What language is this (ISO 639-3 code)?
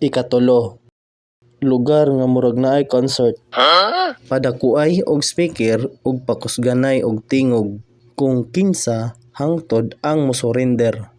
ceb